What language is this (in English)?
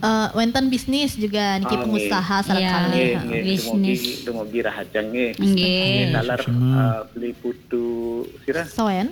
Balinese